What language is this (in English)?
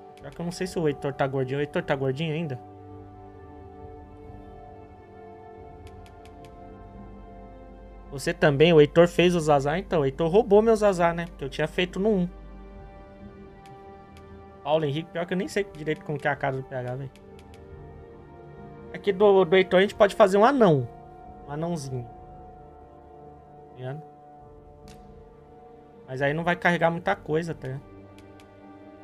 Portuguese